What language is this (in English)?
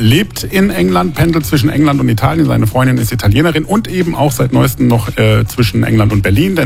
German